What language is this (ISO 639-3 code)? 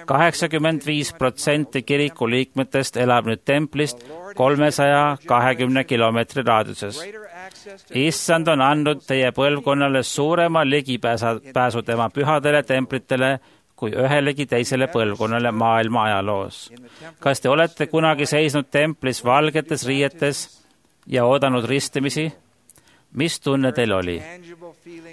est